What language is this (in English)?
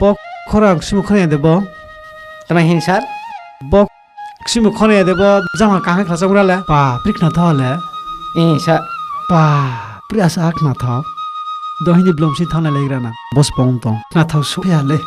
Kok Borok